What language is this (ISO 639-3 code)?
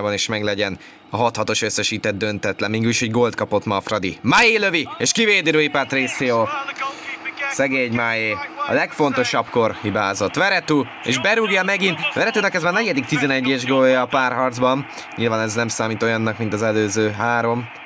hun